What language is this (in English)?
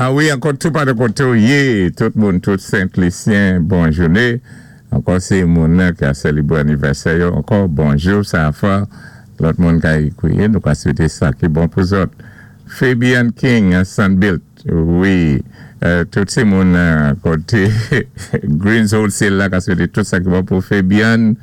Saint Lucian Creole French